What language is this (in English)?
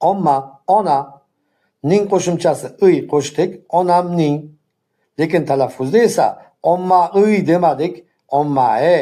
Uzbek